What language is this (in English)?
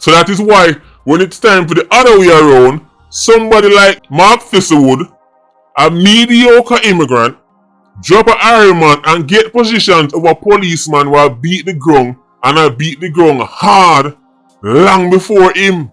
Jamaican Creole English